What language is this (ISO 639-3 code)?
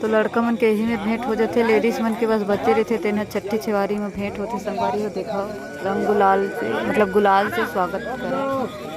hne